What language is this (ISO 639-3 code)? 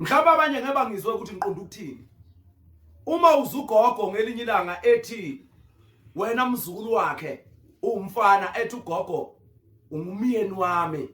zul